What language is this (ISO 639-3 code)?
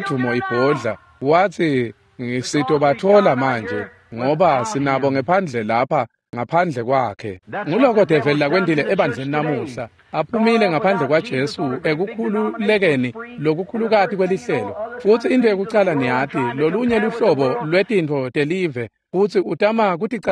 ssw